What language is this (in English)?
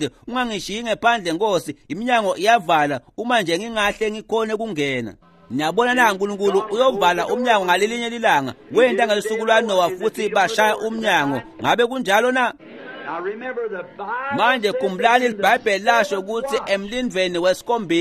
Swati